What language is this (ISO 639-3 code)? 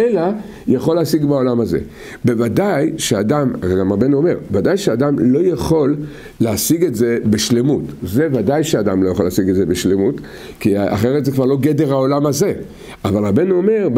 heb